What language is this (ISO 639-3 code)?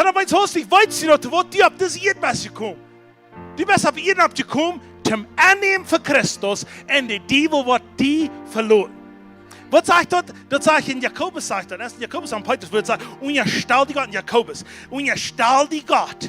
pdt